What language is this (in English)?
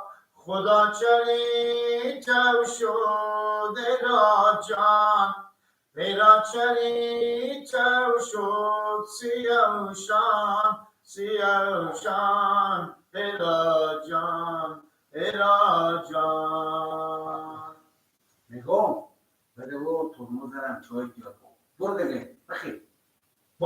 Persian